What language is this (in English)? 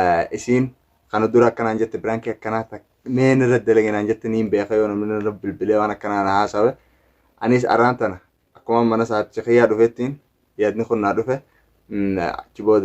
Oromo